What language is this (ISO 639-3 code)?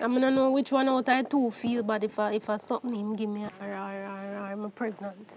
jam